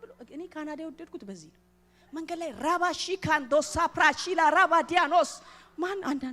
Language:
Amharic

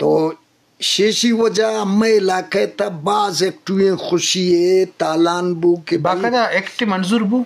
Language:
Eastern Balochi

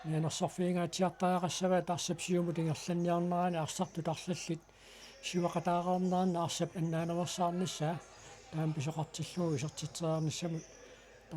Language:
Kalaallisut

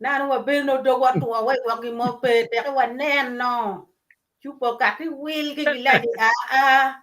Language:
Acoli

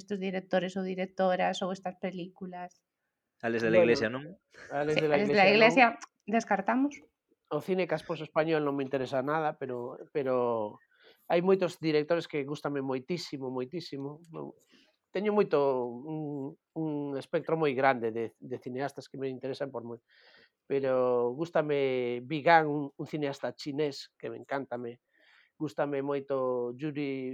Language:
Galician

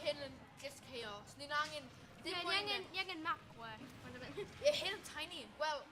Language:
Welsh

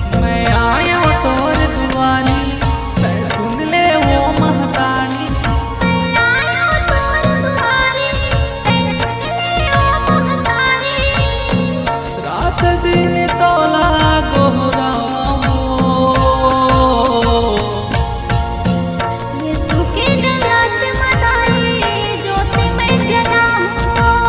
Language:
Chhattisgarhi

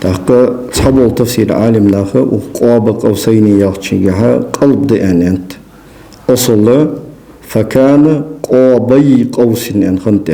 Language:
Ingush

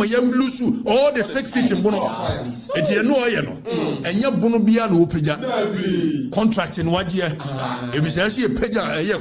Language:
Akan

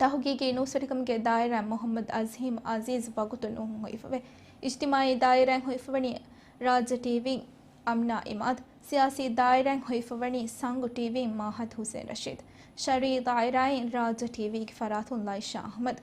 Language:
Divehi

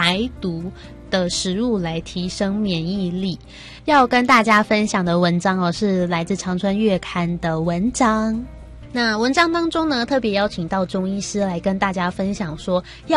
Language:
Chinese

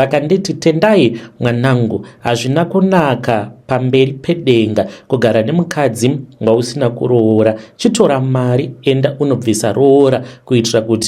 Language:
Shona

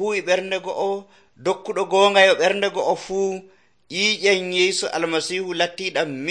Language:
Nigerian Fulfulde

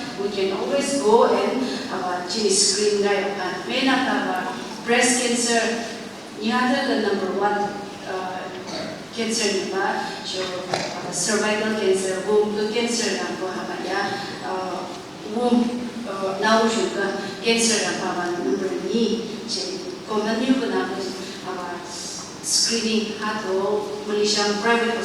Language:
Phom Naga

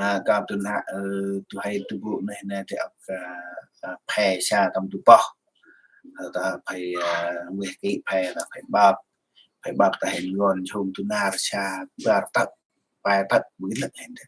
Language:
Central Mnong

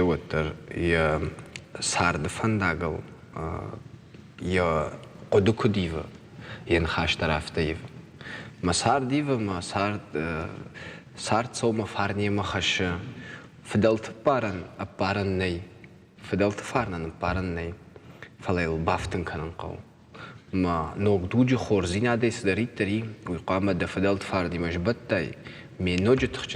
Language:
Ossetic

